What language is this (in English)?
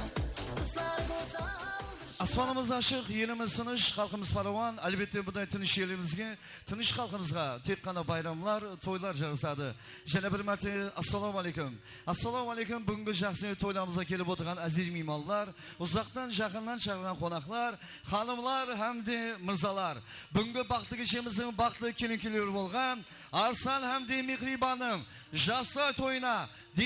Kara-Kalpak